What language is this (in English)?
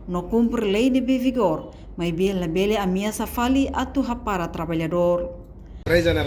Tetum